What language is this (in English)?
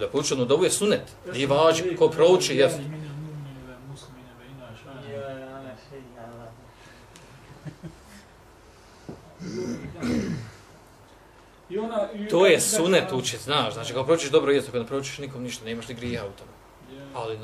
Bosnian